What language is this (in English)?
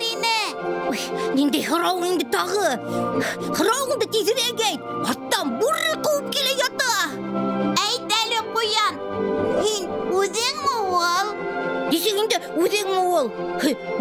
Bashkir